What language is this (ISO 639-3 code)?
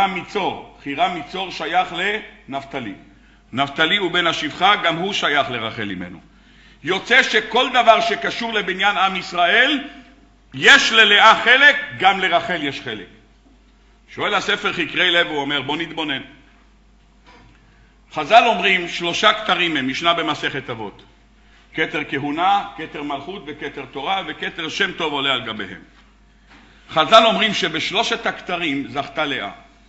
heb